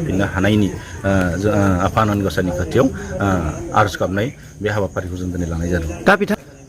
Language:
Bodo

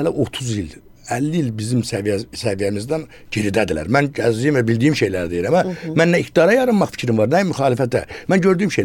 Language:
Azerbaijani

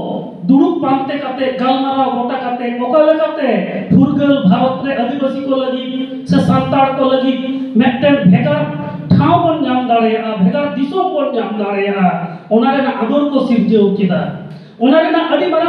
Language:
Santali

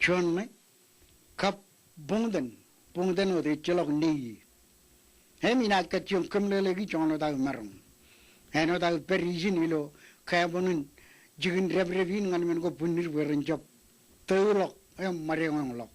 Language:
Marshallese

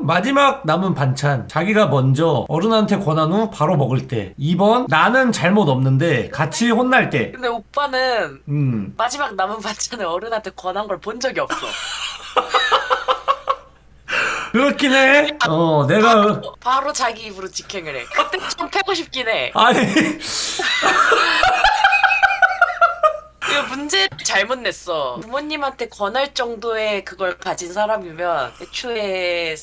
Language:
Korean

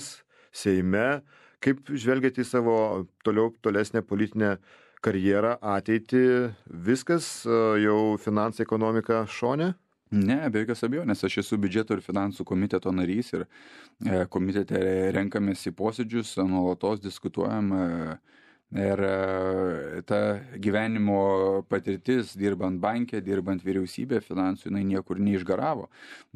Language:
Lithuanian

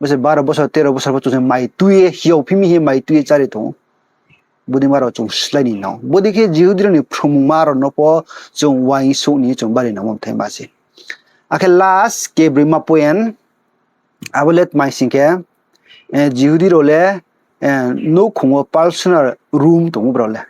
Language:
Riang (India)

